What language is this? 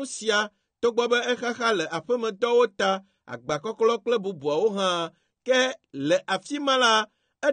Ewe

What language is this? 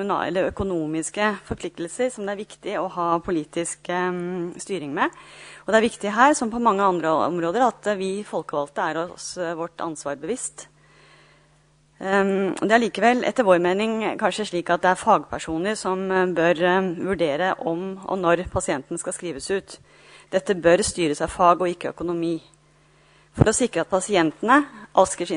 Norwegian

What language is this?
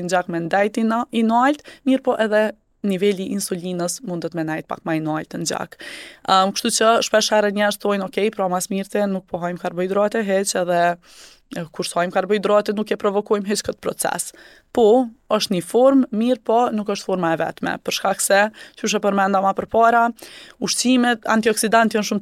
Albanian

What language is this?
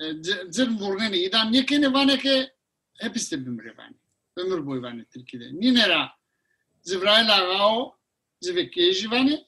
Zaza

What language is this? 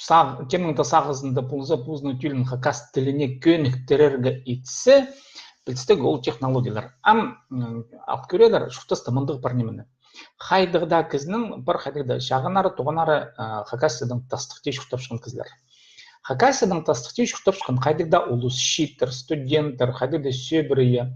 Khakas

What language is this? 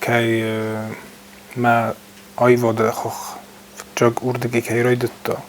Ossetic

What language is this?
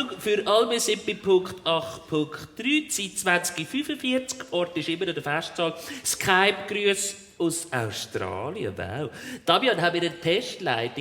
Swiss German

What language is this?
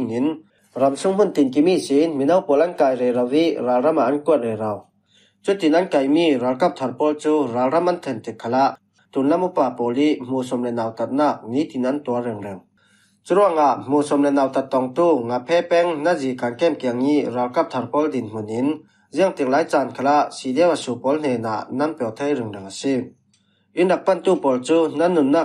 Falam Chin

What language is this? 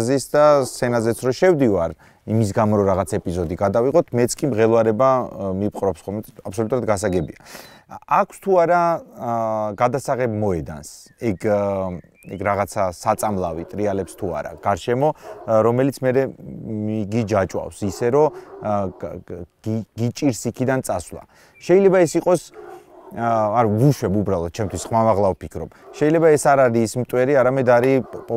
Georgian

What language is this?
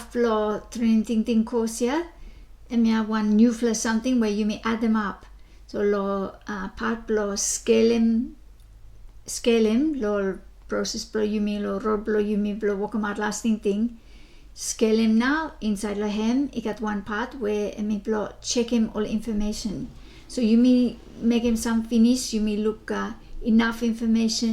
Bislama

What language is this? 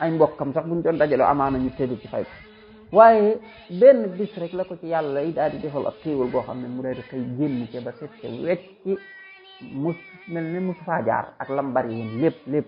Wolof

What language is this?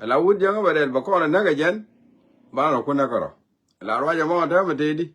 Nuer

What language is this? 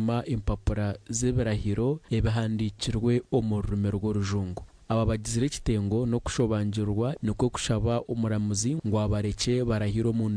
Nyankole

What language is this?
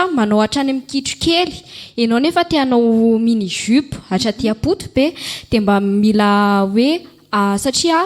Malagasy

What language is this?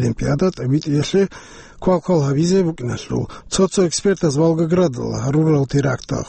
Avaric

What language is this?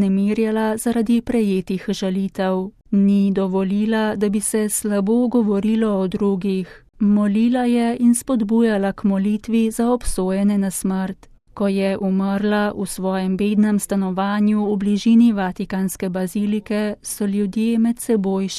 Slovenian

